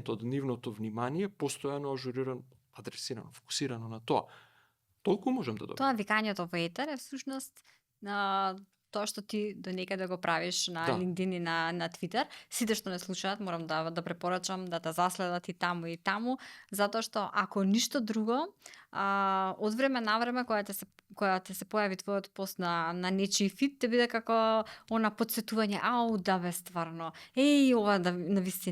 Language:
Macedonian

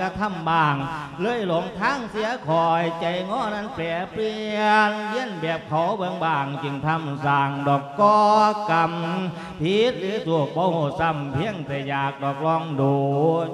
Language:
Lao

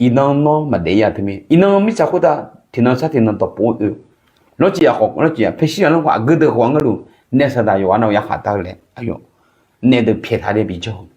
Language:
Akha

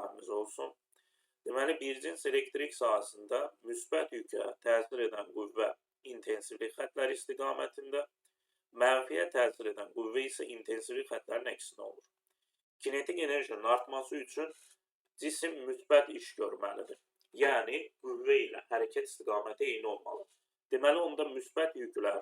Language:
Azerbaijani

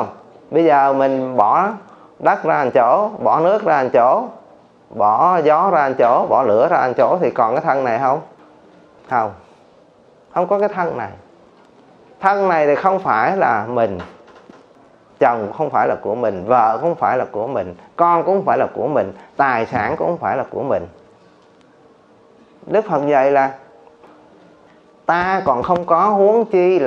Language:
Vietnamese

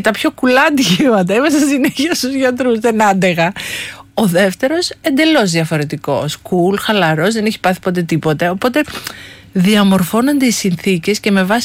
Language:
Greek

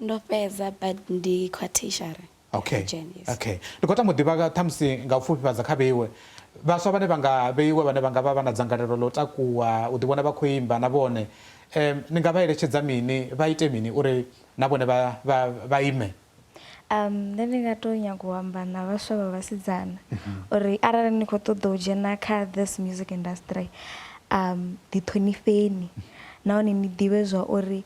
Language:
Venda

